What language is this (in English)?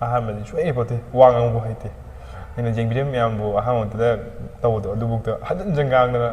Manipuri